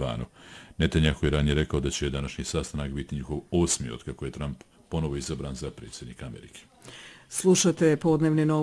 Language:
Bosnian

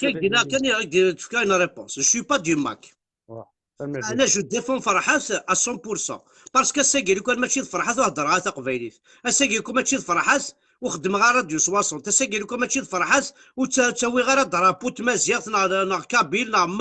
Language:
Kabyle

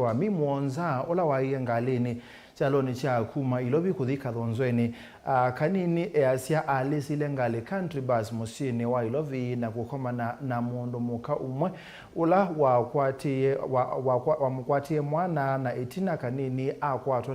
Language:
Kamba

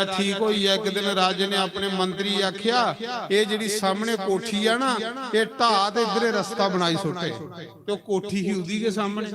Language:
Dogri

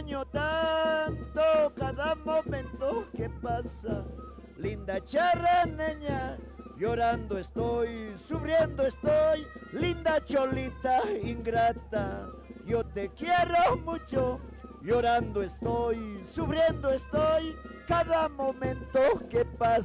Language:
Aymara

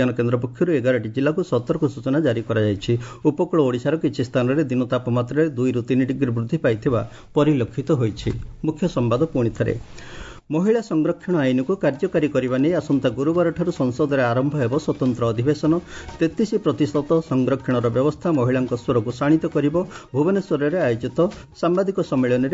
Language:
Odia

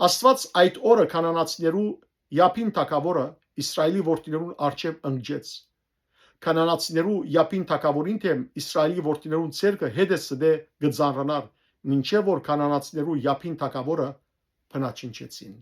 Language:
Western Armenian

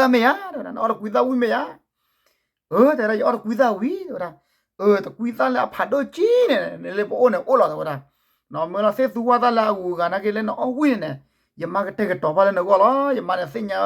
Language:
S'gaw Karen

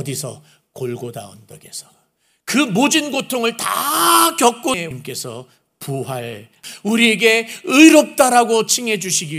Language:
Korean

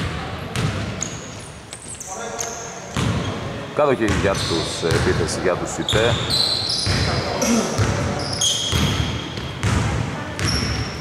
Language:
Greek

